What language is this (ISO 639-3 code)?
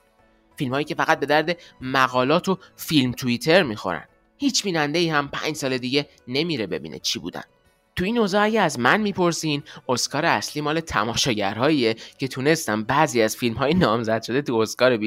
fas